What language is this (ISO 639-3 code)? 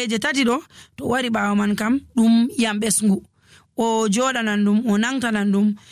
fuv